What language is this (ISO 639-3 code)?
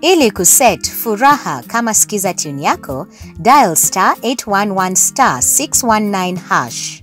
kik